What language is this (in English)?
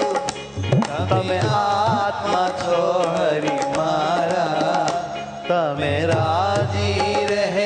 Gujarati